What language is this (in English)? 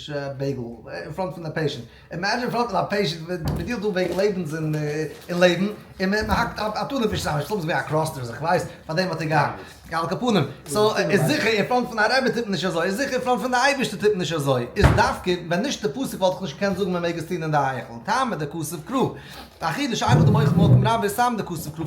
Yiddish